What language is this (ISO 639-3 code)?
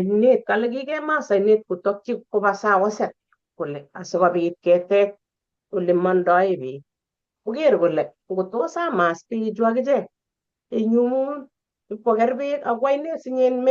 kln